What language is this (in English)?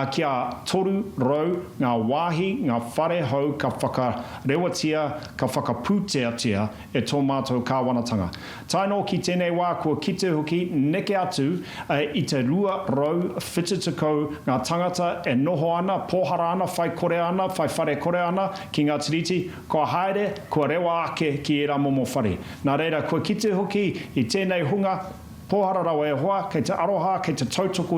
Māori